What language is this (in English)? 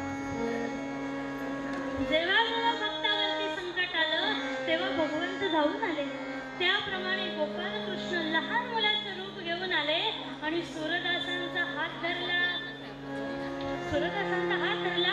Marathi